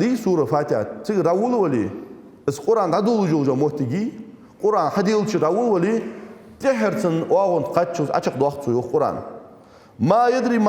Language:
Ingush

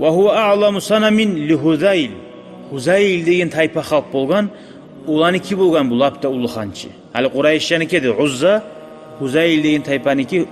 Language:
Kumyk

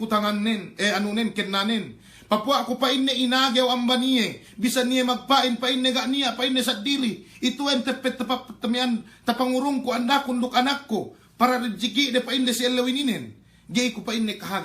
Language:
Yakan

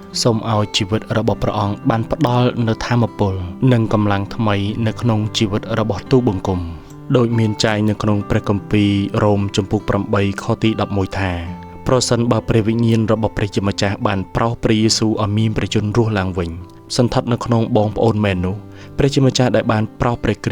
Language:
Khmer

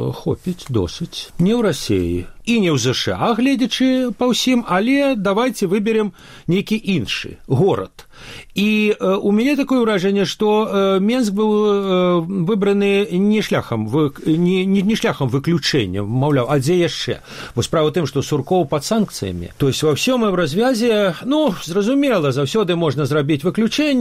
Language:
Belarusian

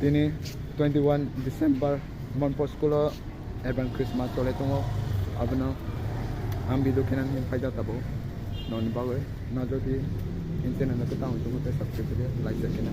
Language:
Kok Borok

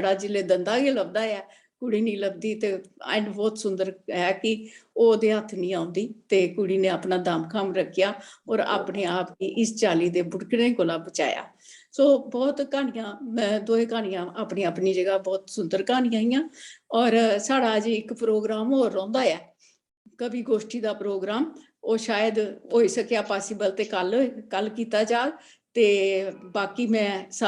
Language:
Dogri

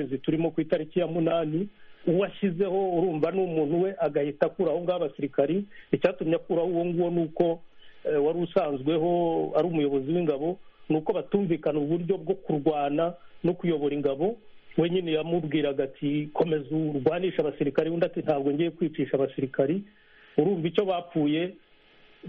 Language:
Kinyarwanda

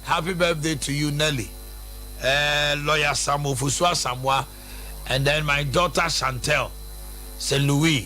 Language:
Akan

